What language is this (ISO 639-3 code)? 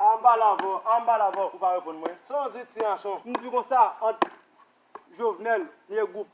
hat